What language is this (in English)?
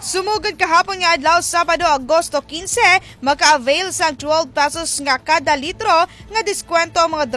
Hiligaynon